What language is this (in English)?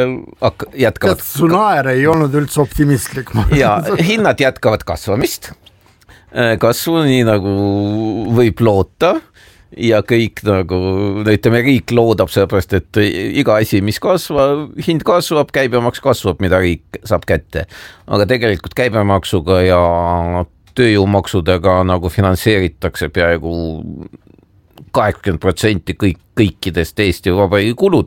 Estonian